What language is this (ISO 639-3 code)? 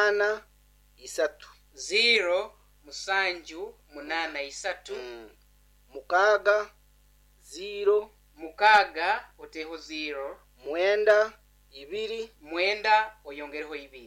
nyo